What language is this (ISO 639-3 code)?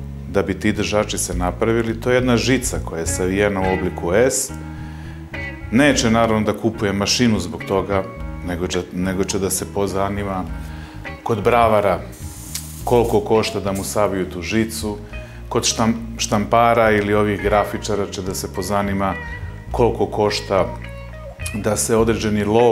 srp